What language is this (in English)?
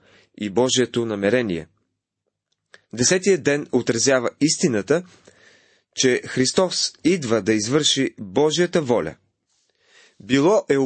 Bulgarian